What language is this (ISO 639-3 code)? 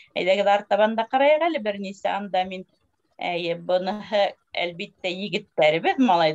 bak